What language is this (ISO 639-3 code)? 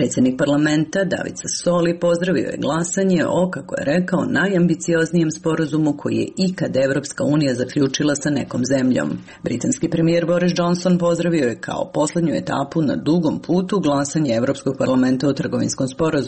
srp